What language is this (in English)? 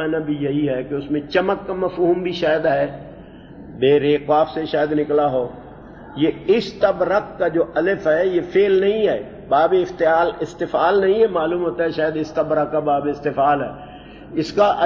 Urdu